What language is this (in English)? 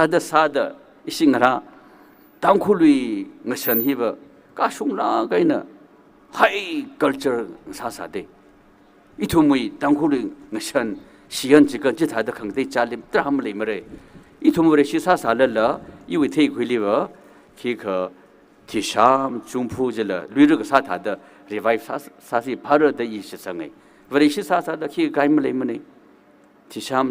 Tangkhul Naga (India)